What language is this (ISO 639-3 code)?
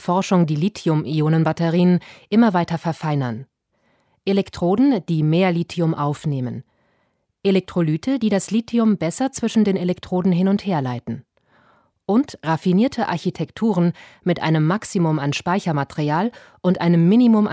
deu